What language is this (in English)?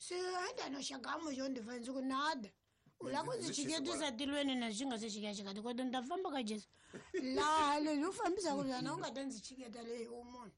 Tsonga